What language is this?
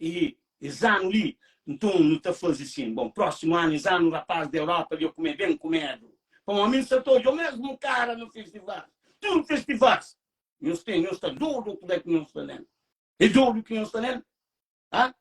Kabuverdianu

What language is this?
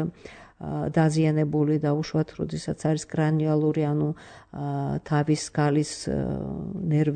Georgian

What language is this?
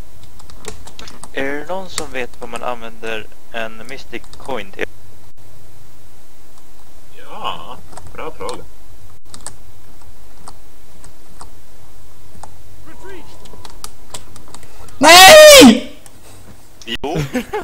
Swedish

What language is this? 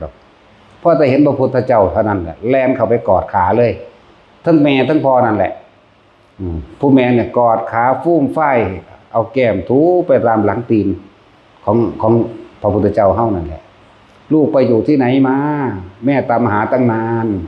Lao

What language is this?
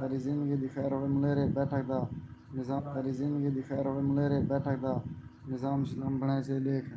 Saraiki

